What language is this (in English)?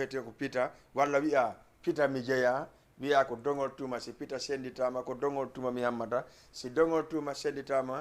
Fula